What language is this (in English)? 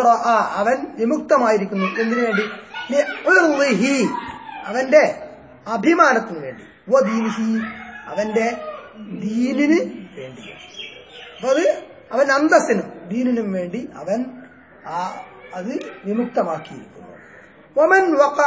Malayalam